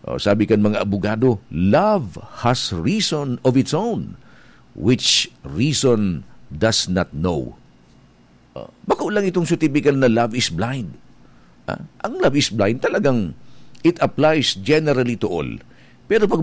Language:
Bikol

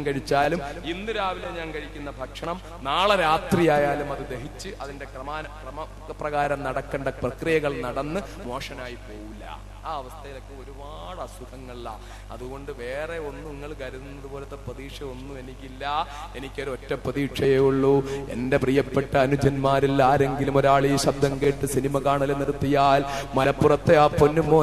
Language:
Malayalam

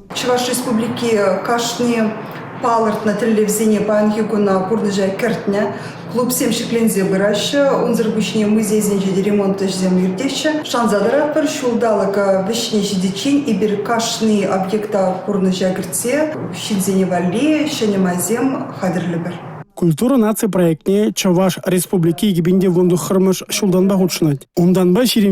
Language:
Chuvash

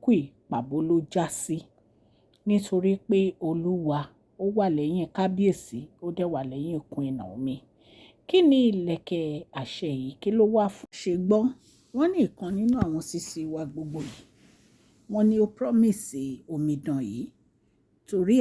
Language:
Yoruba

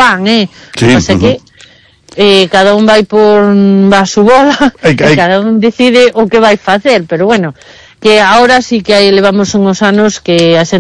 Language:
Galician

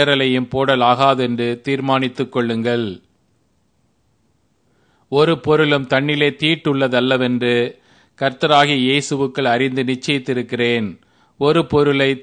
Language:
Tamil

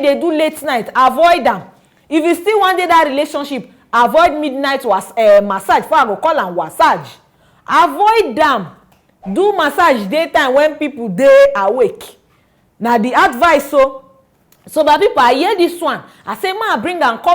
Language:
Nigerian Pidgin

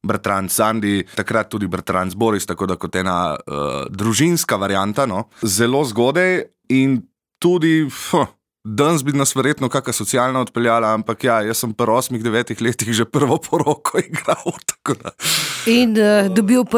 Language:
Slovenian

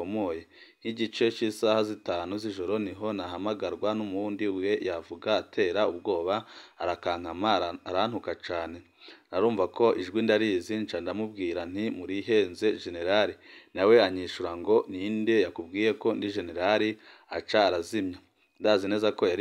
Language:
Rundi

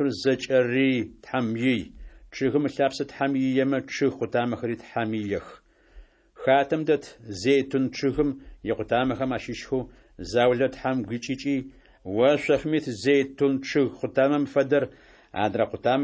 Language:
Adyghe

